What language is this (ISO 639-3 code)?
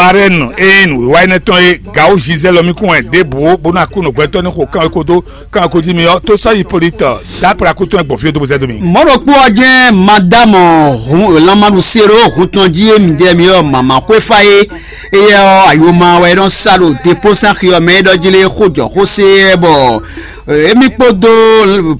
fon